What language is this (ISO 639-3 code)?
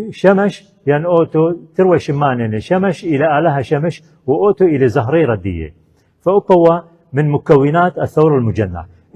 aii